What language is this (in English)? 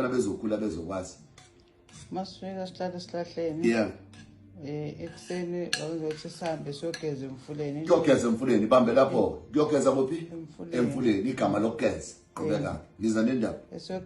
Zulu